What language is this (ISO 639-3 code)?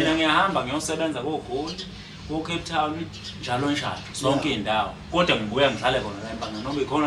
zul